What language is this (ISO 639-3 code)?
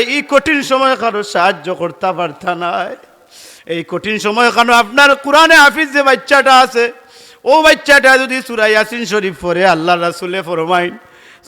syl